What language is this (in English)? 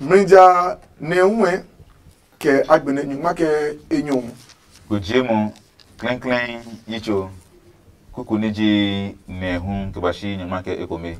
Adangme